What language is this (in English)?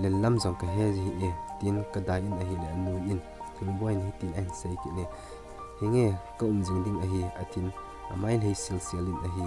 Thado Chin